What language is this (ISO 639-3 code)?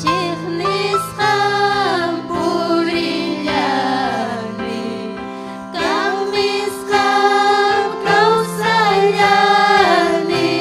quy